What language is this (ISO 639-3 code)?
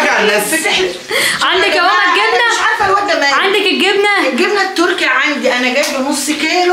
arz